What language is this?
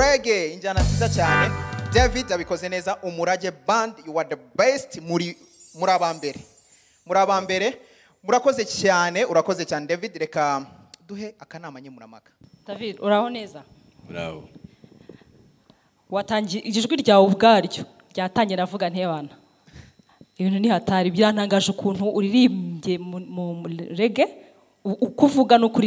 Kinyarwanda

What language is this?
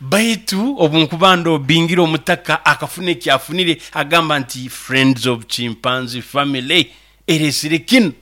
Nyoro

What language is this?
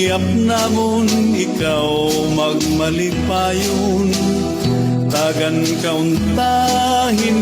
Waray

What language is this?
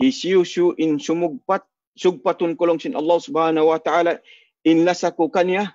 Tausug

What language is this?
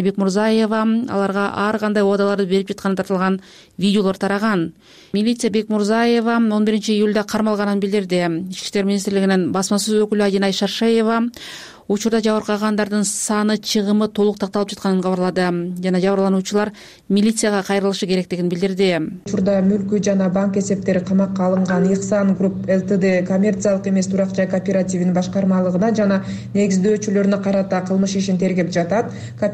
Kyrgyz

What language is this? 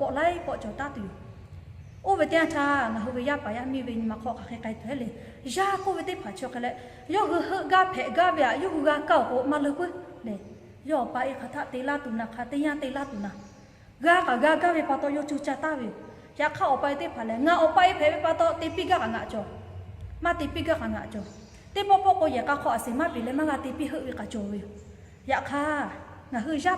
Lahu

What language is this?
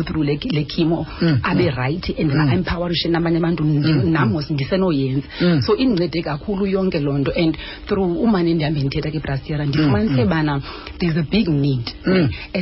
Xhosa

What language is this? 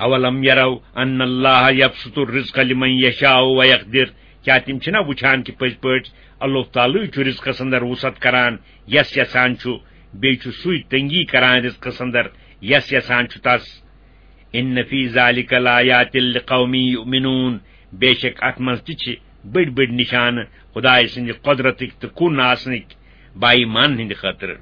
Kashmiri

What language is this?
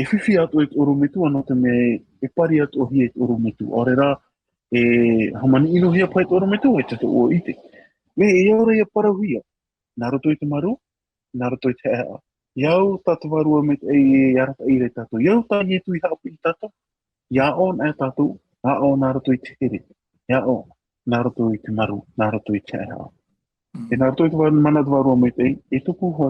Tahitian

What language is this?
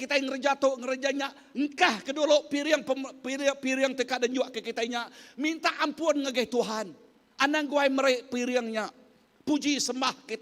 Iban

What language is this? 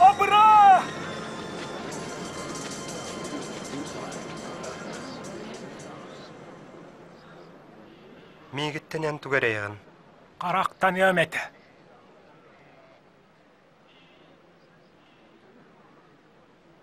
Yakut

